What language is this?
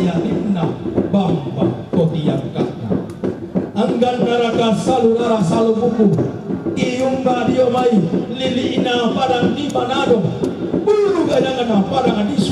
Toraja-Sa'dan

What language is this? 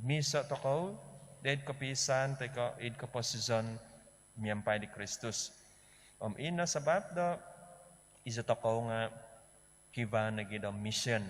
Central Dusun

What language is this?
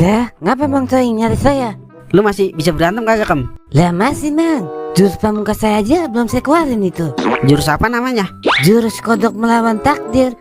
Betawi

